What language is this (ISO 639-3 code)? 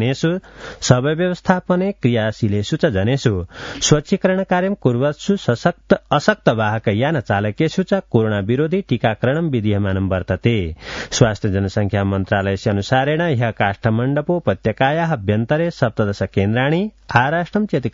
san